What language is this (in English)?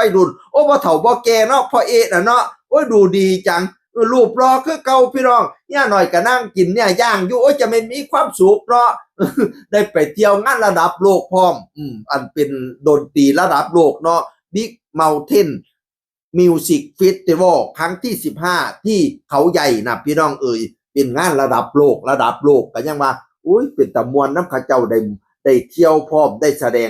Northeastern Thai